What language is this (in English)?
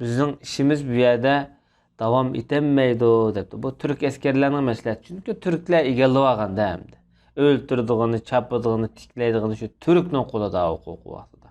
Uyghur